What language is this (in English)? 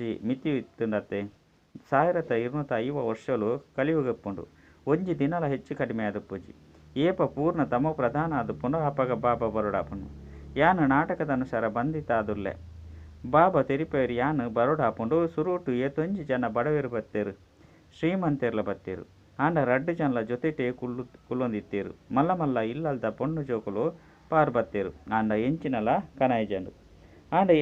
Tulu